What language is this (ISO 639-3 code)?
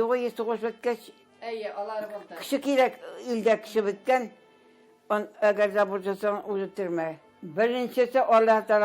tat